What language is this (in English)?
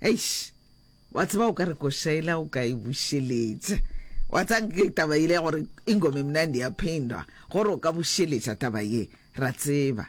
Northern Sotho